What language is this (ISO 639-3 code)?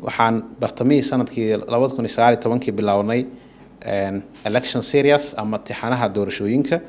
som